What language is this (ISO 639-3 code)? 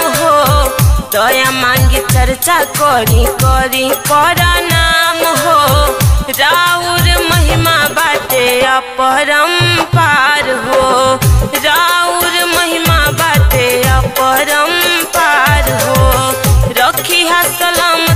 bho